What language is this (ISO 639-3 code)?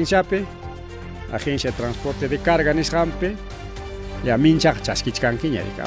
quy